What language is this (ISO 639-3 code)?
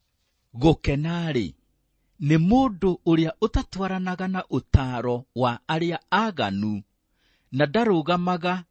kik